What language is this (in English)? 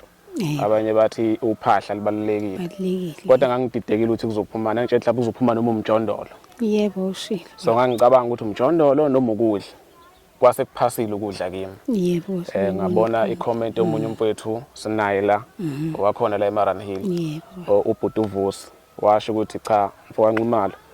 Zulu